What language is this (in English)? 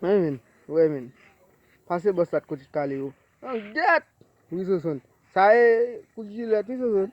Haitian Creole